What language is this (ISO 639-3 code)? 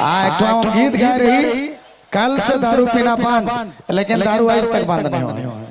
sck